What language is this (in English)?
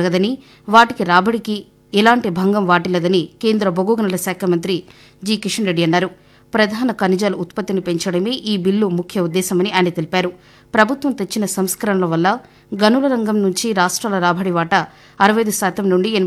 Telugu